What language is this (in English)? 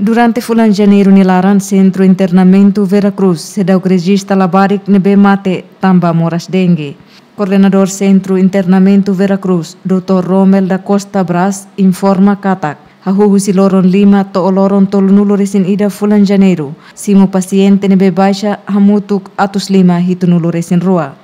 Tetum